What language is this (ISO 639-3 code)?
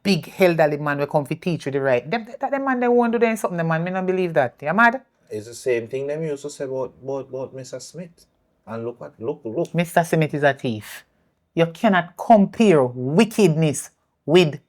jam